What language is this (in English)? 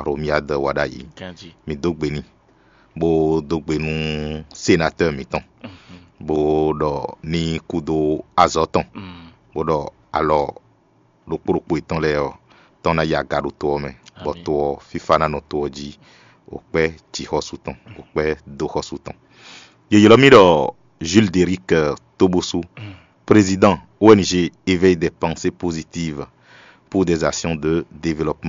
Fon